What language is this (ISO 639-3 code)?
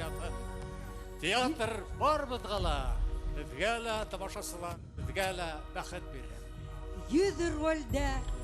bak